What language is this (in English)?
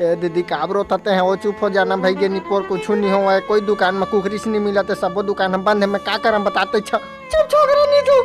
Chhattisgarhi